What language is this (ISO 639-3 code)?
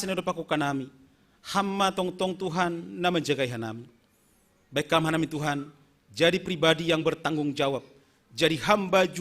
bts